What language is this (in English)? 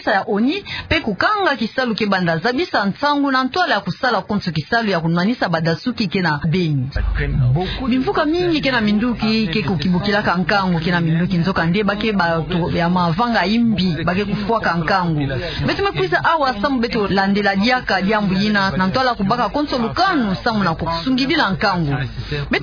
Kituba (Democratic Republic of Congo)